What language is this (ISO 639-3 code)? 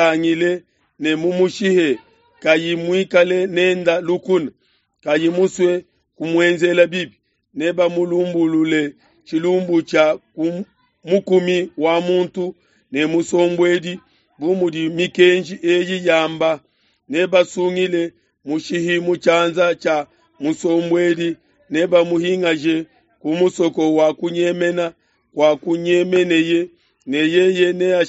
lua